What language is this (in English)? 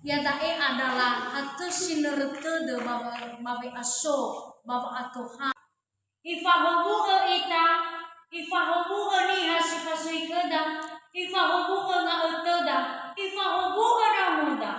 Nias